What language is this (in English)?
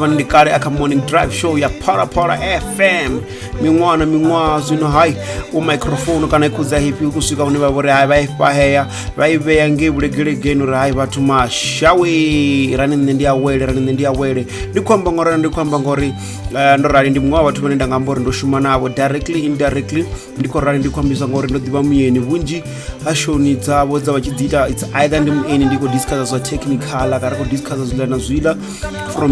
Venda